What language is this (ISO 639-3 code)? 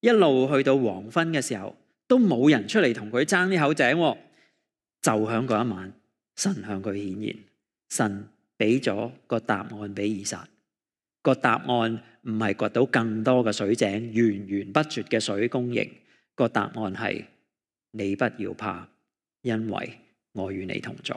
yue